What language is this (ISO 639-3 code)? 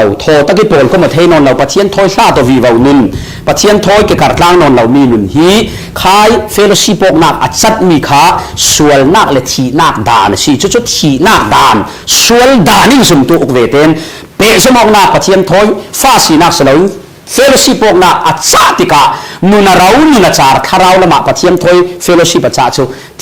cfm